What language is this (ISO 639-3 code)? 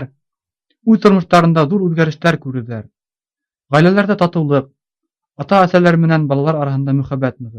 bak